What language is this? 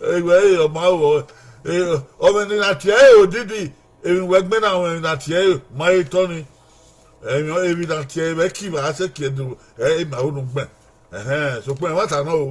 Bini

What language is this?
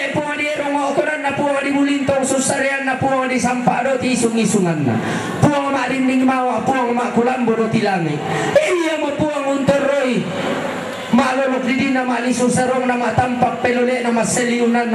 Toraja-Sa'dan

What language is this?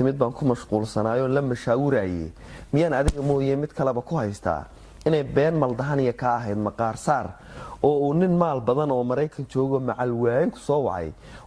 Somali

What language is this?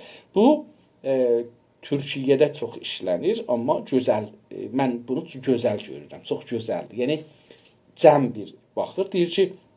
South Azerbaijani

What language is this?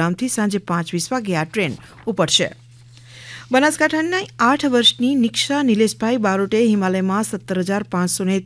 Gujarati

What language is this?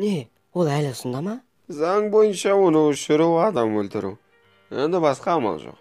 Kazakh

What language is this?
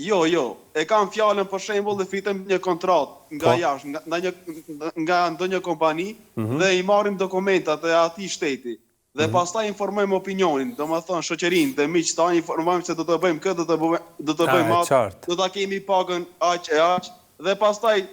Albanian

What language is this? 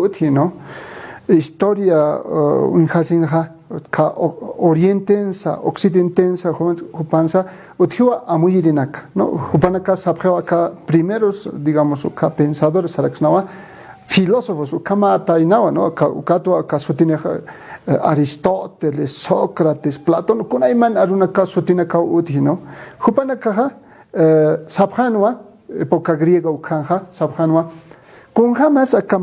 Aymara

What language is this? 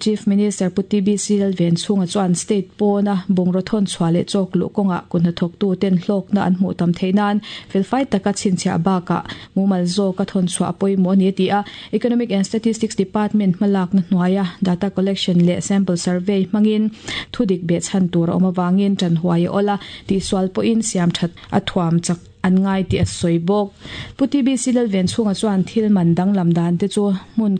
Mizo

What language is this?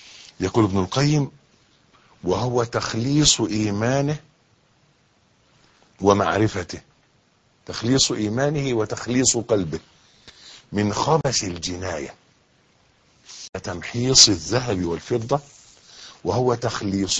Egyptian Arabic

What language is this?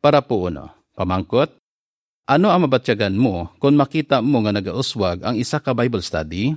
Hiligaynon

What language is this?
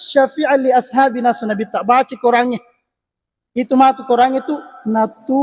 Buginese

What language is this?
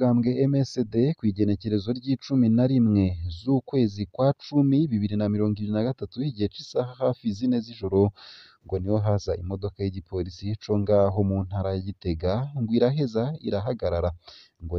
Rundi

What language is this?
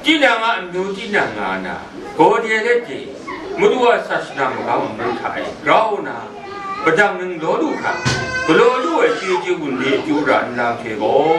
Kachin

